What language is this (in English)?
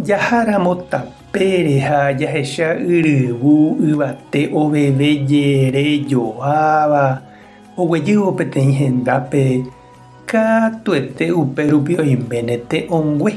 Guarani